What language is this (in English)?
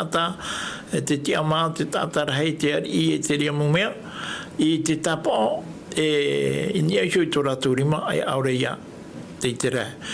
Tahitian